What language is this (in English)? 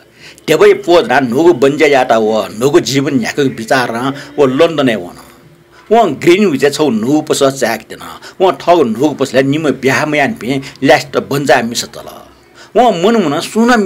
Newari